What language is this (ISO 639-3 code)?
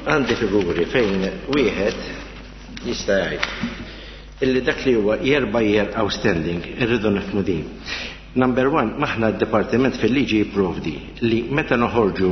mlt